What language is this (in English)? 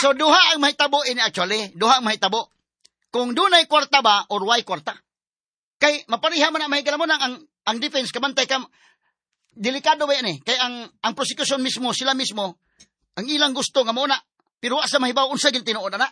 Cebuano